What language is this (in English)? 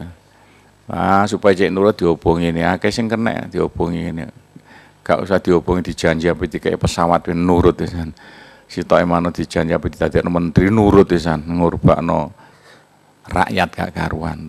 Javanese